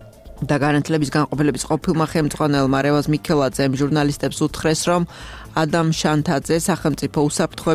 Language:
Georgian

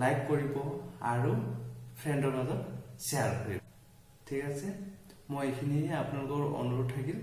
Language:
Assamese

